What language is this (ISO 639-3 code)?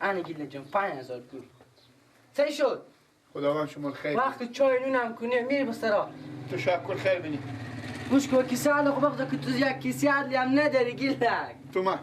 fas